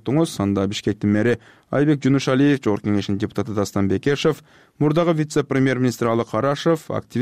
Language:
Kyrgyz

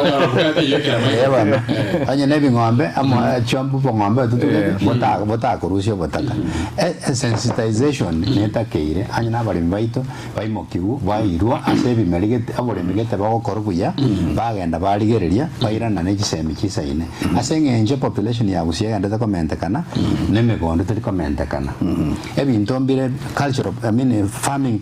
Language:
Gusii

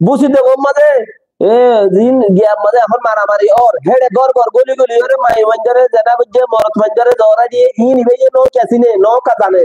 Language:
Rohingya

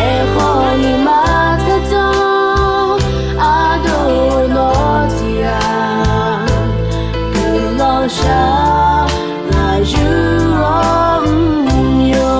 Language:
Akha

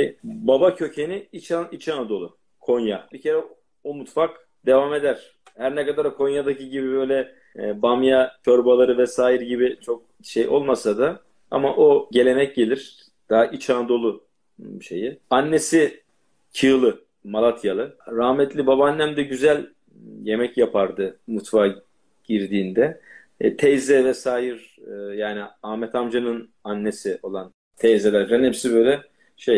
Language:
Turkish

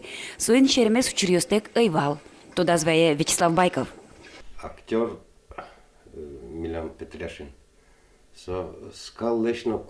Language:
Udmurt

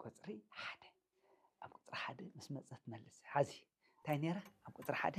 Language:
Tigrinya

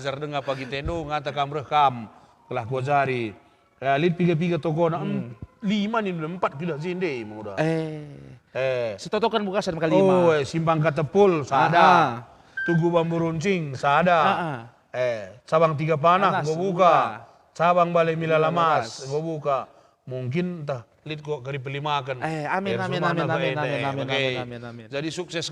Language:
Batak Karo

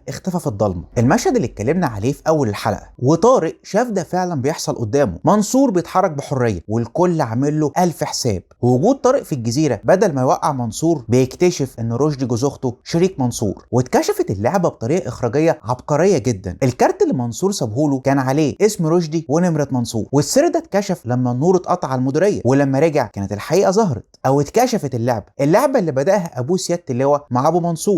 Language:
Egyptian Arabic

